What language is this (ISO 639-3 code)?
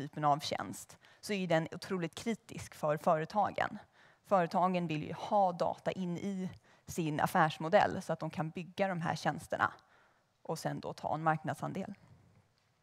swe